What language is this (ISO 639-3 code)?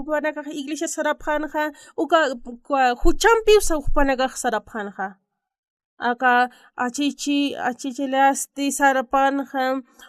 aym